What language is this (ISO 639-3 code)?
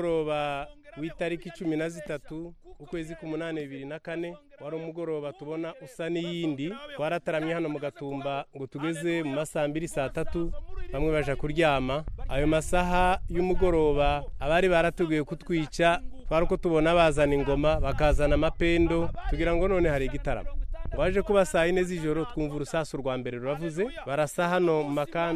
kin